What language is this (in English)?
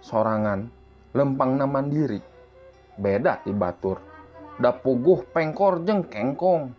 Sundanese